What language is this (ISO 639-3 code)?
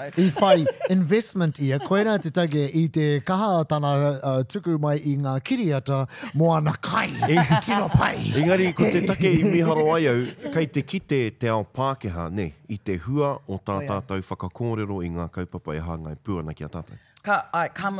mri